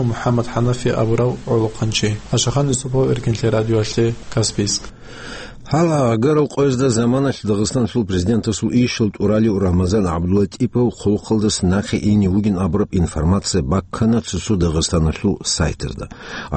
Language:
Avaric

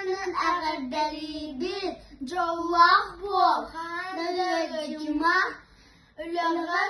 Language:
Yakut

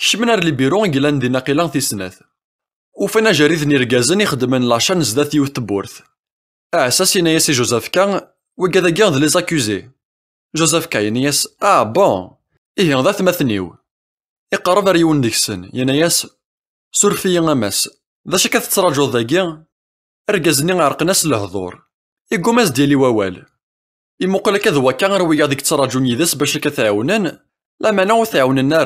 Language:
Kabyle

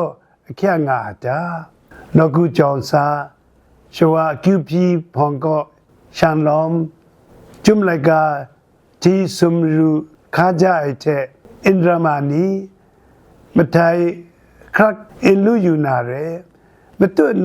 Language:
Kachin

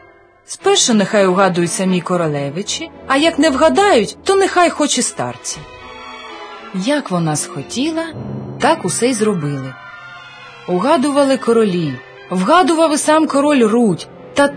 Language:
Ukrainian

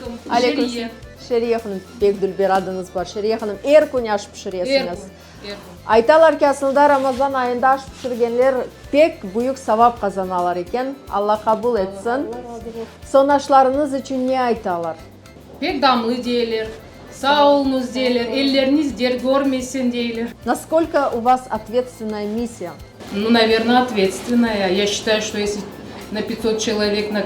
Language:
Crimean Tatar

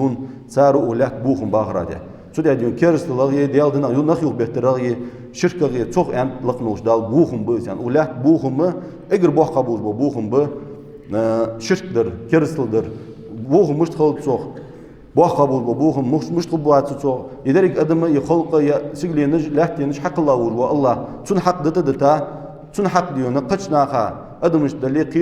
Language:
Ingush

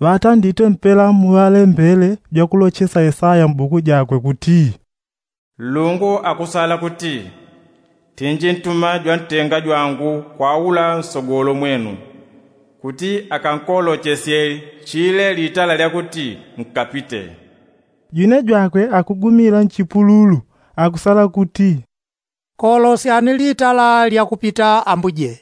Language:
Yao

